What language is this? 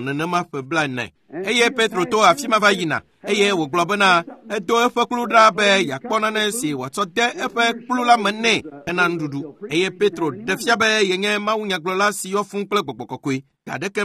Ewe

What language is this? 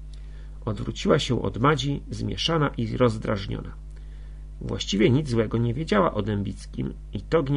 Polish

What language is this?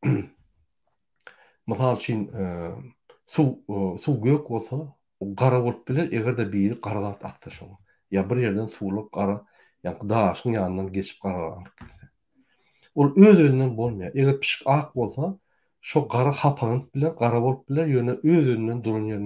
Turkmen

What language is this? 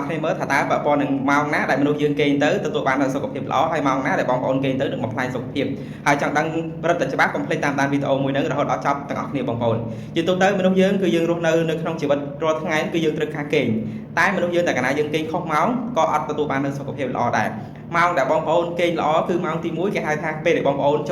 Khmer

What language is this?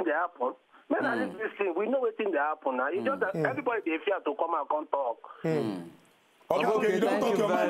Nigerian Pidgin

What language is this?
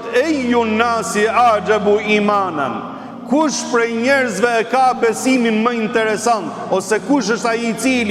Albanian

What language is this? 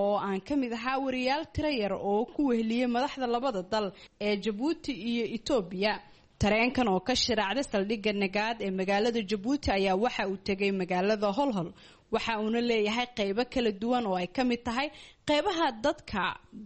Somali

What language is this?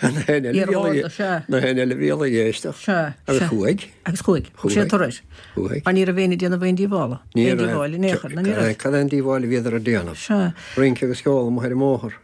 Irish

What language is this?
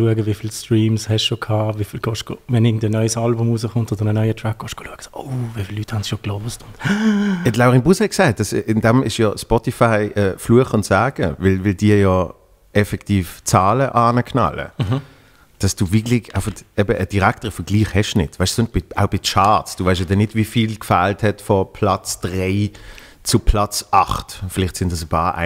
Swiss German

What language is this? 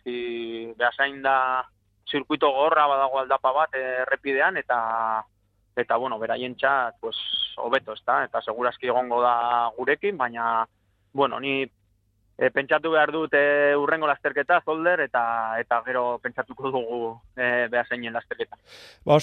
Basque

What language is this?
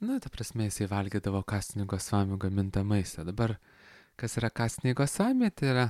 Lithuanian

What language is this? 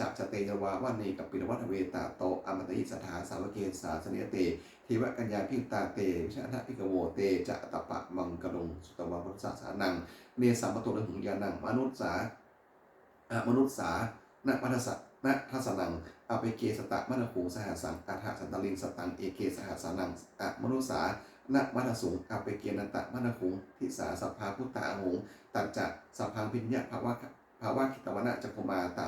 Pali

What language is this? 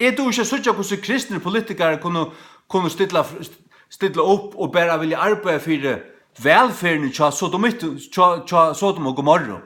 Faroese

